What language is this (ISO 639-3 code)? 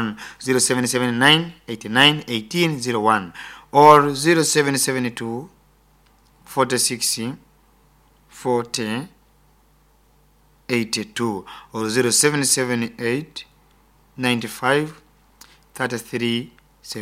nyo